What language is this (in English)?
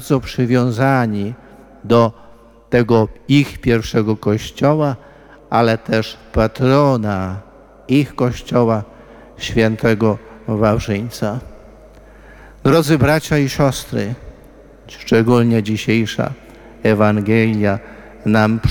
Polish